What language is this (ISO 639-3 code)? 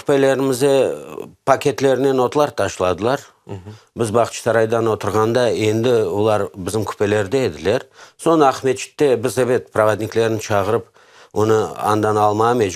crh